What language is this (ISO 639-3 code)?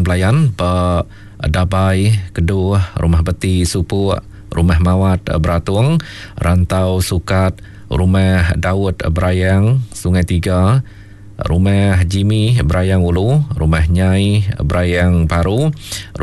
iba